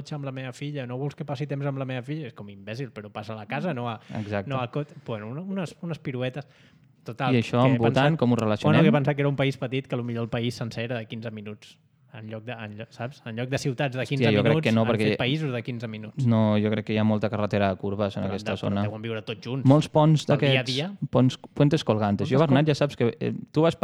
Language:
Catalan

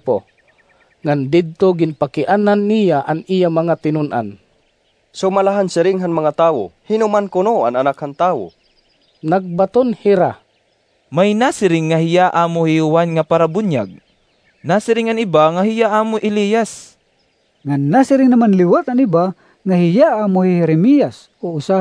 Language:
Waray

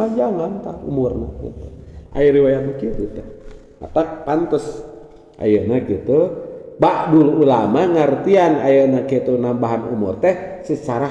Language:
Sundanese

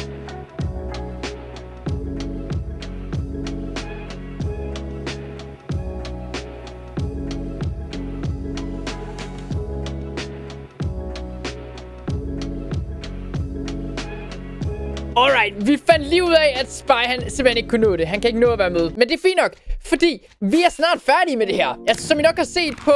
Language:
Danish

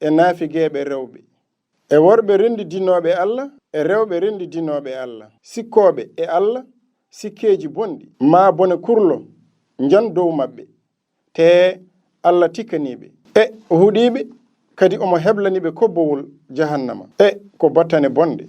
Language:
Fula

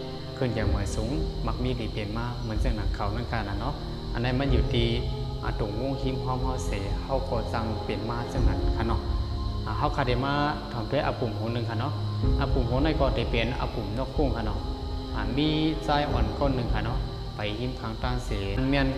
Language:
Shan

